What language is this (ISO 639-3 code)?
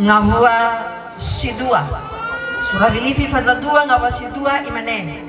nia